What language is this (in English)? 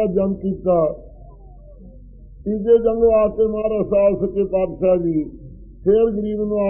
Punjabi